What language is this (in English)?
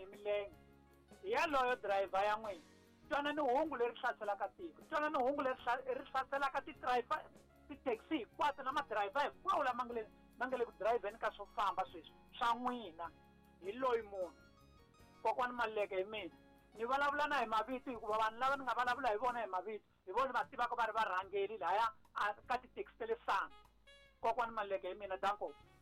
Tsonga